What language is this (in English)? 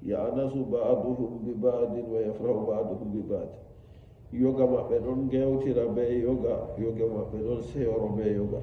Nigerian Fulfulde